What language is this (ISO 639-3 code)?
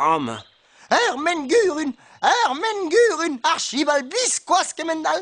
bre